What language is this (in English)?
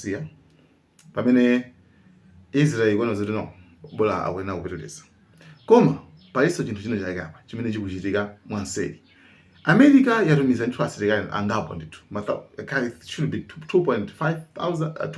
Nyanja